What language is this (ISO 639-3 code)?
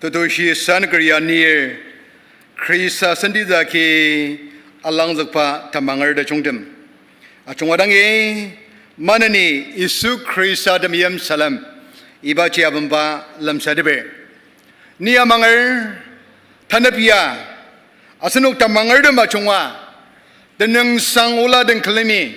njo